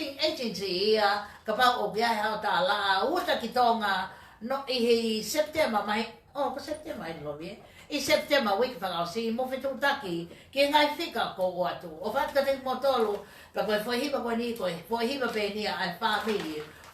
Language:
Tongan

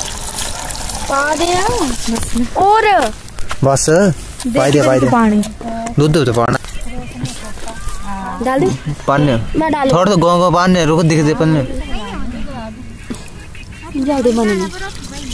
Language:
Hindi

